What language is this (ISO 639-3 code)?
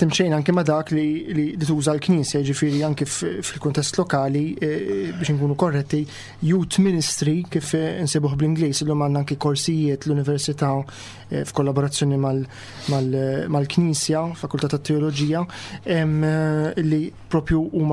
mlt